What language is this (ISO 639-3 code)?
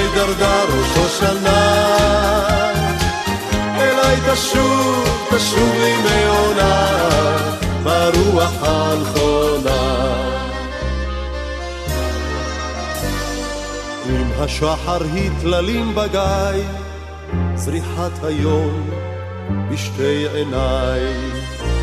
heb